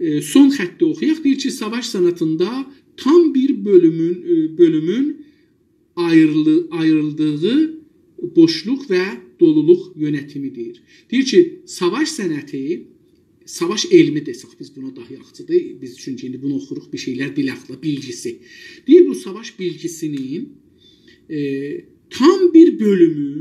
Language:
South Azerbaijani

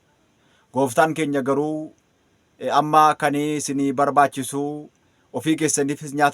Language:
Oromo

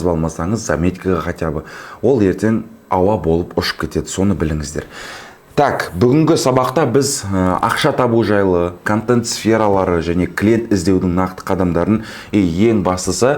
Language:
Kazakh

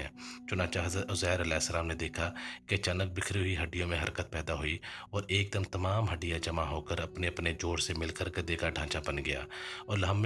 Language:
Urdu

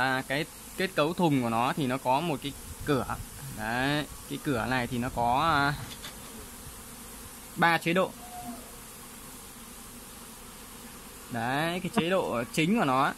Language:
Vietnamese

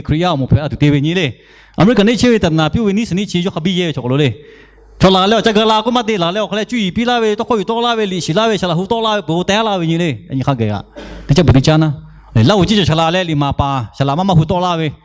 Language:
Lahu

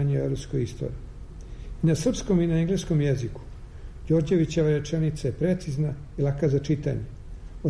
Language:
Serbian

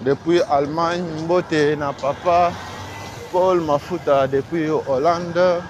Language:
Lingala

